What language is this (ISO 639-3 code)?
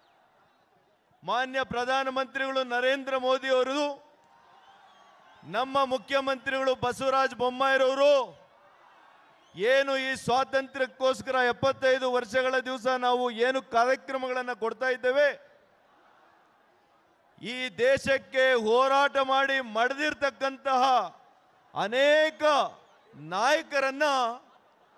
kan